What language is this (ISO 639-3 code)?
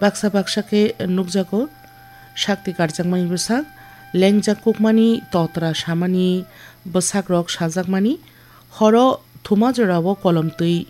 trp